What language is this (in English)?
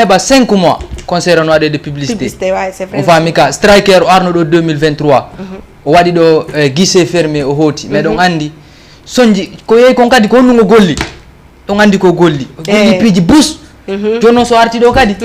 Fula